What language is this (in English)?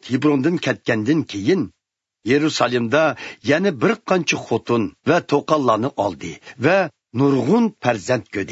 Uyghur